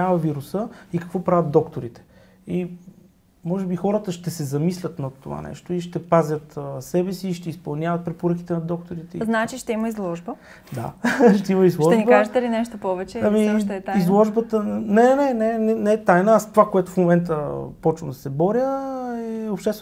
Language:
Bulgarian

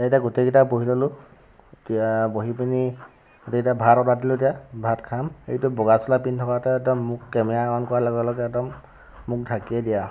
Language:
Assamese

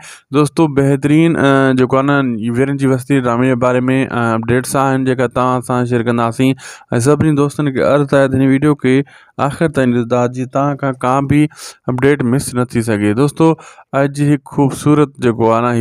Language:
Sindhi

